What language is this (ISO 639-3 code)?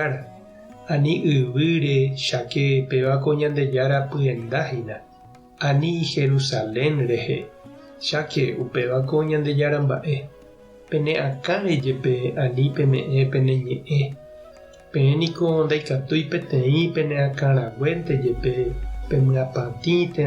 grn